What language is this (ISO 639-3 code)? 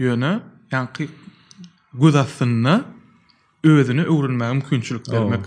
tuk